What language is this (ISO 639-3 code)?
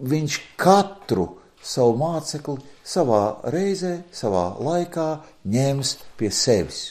lav